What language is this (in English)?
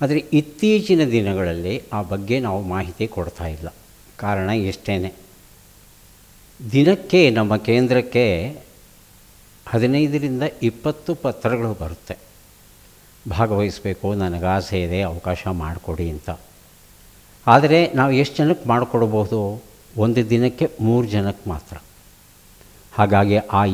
Kannada